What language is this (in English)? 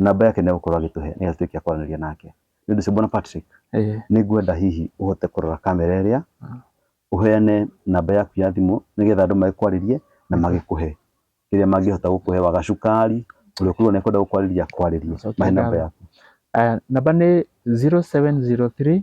Kikuyu